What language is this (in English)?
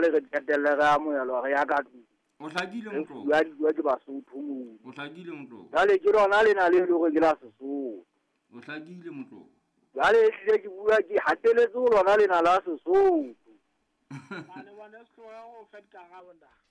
Southern Sotho